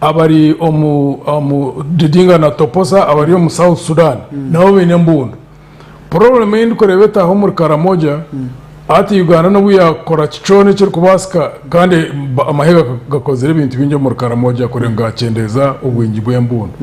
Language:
Nyankole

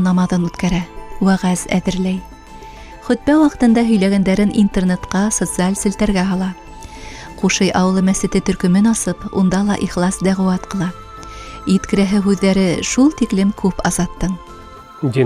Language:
Bashkir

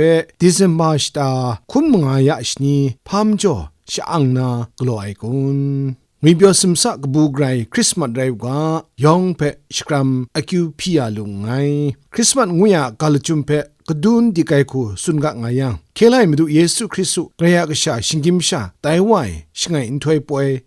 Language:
Kachin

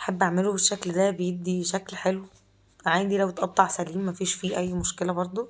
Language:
Egyptian Arabic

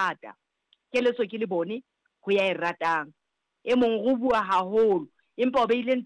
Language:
Southern Sotho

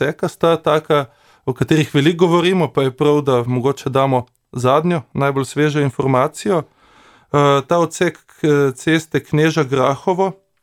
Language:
Slovenian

